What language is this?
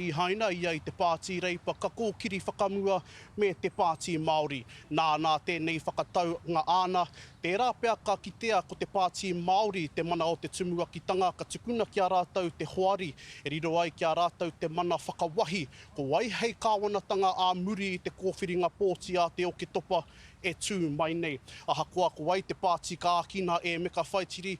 Māori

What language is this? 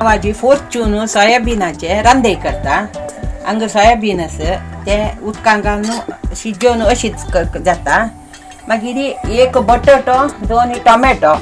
Konkani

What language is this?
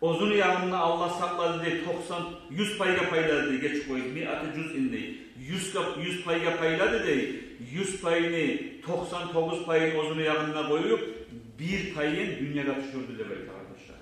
Kumyk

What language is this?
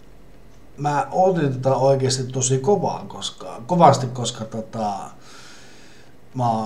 Finnish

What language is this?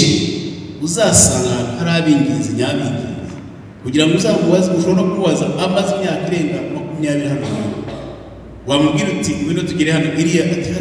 Kinyarwanda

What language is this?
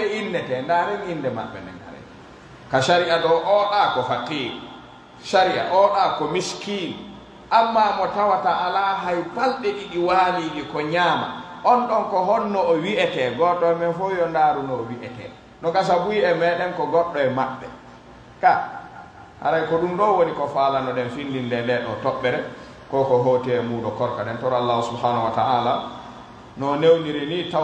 Pular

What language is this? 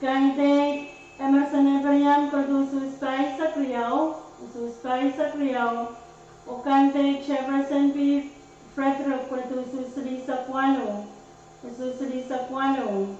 Pohnpeian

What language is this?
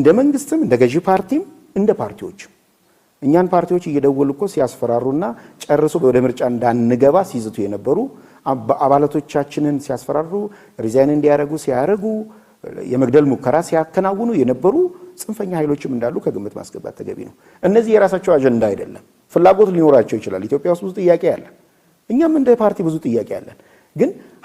Amharic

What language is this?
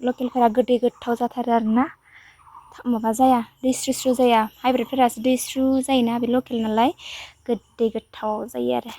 Bodo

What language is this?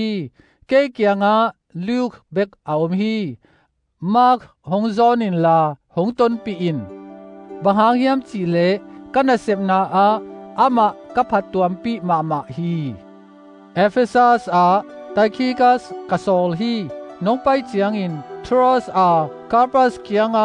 Tedim Chin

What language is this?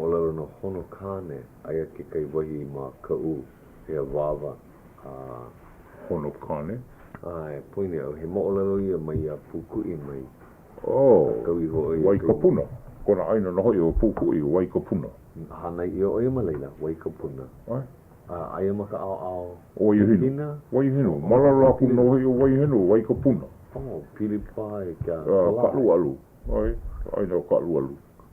Hawaiian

